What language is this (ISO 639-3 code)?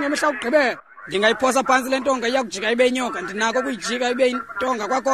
xho